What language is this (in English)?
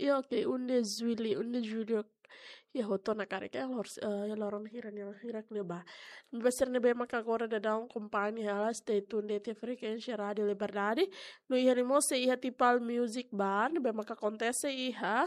Tetum